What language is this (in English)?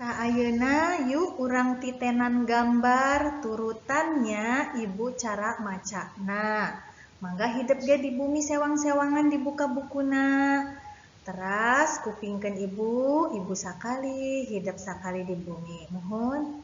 Sundanese